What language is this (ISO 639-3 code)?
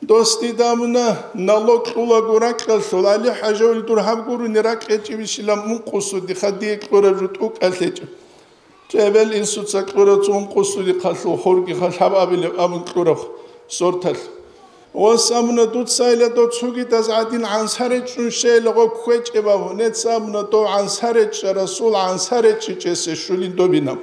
ava